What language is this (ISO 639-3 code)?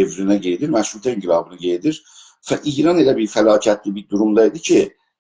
azb